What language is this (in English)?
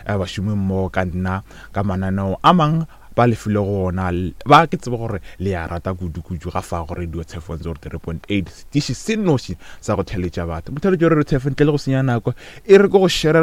Northern Sotho